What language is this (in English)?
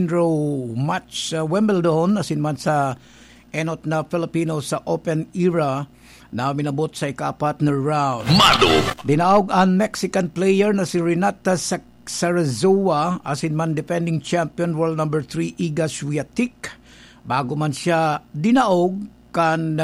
Bikol